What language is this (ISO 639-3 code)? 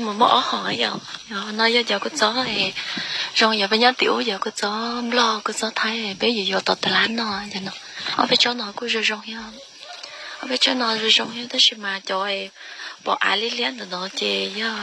hmn